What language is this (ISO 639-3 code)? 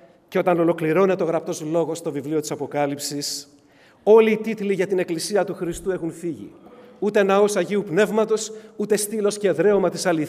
ell